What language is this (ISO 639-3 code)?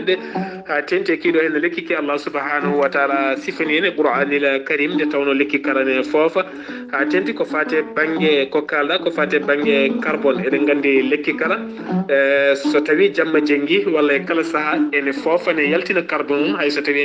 ful